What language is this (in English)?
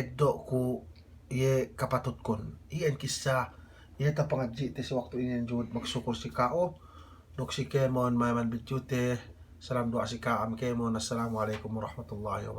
Yakan